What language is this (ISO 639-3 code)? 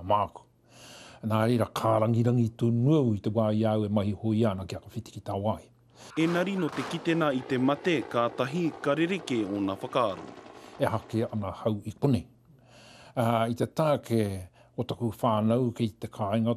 mri